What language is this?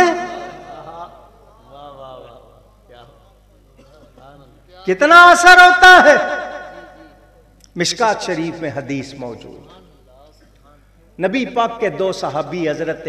Urdu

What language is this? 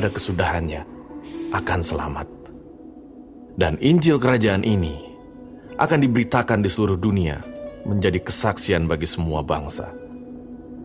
Indonesian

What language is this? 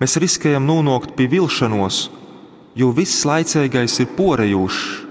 Latgalian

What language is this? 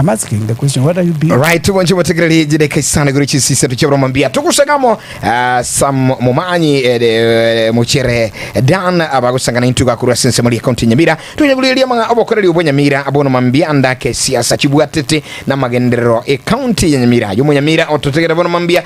Gusii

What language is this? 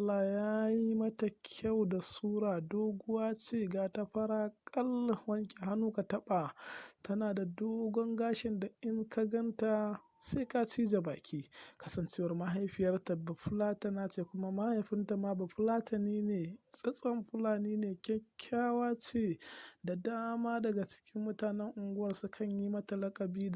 Hausa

